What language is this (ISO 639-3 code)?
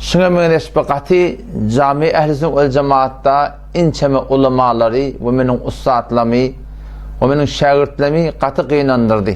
tuk